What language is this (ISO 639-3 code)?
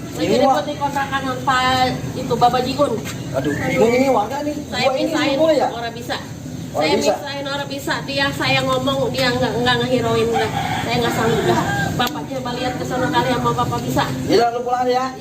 bew